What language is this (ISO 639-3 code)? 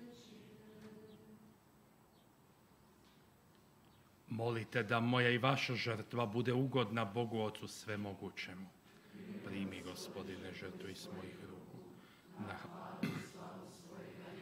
hrv